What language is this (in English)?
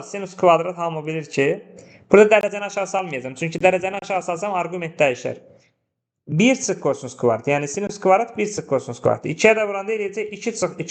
Azerbaijani